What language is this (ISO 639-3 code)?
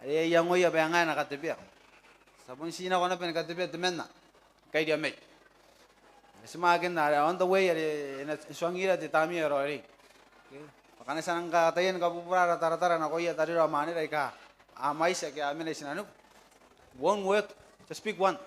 gil